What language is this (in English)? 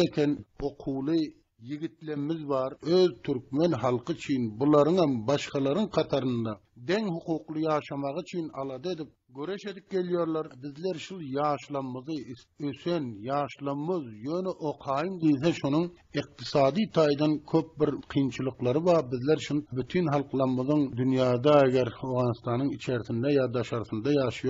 Turkmen